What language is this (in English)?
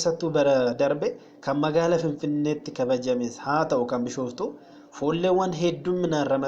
Oromo